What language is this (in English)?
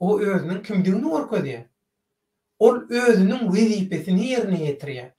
Turkmen